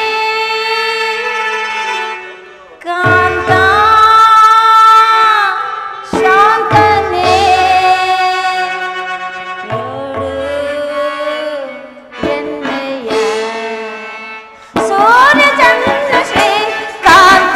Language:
Kannada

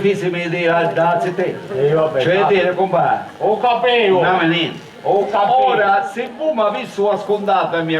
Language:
Sicilian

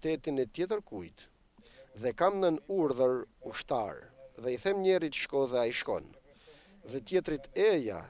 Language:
Albanian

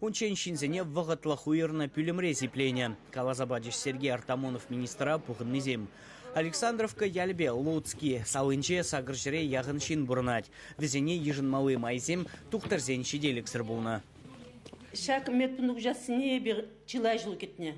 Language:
Chuvash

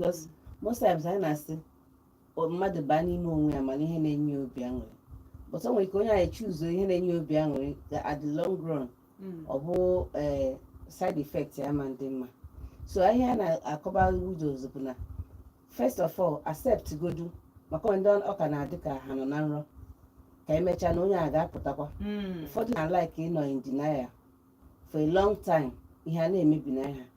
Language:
Igbo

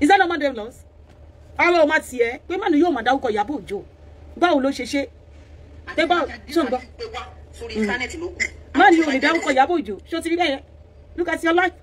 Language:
Yoruba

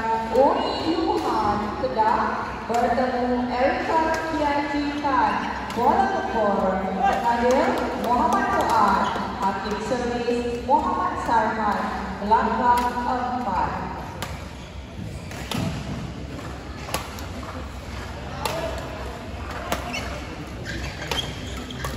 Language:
Malay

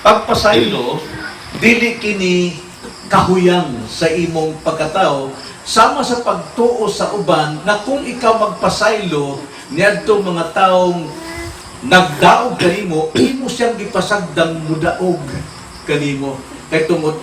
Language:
Cebuano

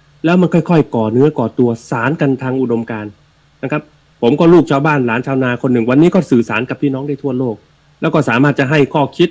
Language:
Thai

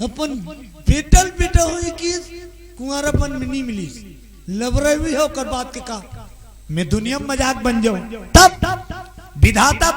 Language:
Chhattisgarhi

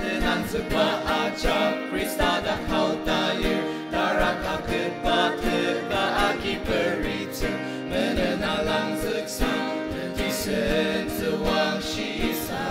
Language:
Ao Naga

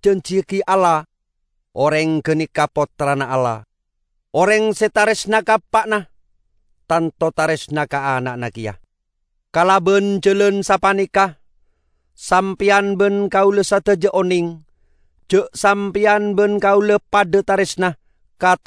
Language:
Madurese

